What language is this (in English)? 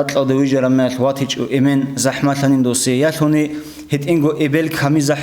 Avaric